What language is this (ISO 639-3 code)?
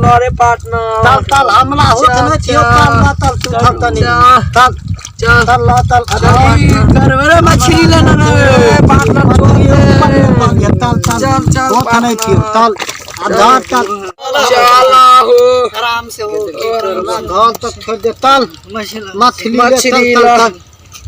mai